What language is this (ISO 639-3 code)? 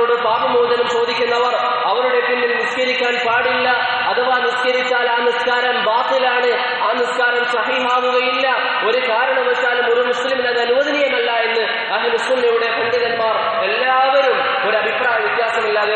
mal